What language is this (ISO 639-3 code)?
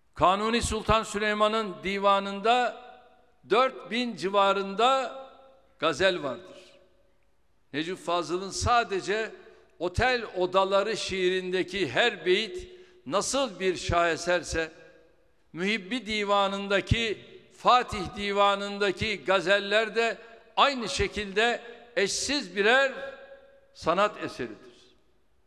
tur